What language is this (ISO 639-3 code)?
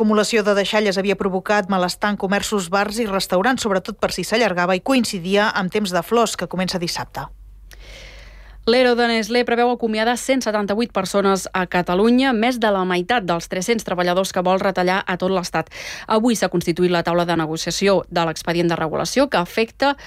cat